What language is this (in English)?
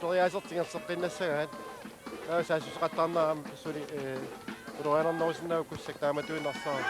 Kalaallisut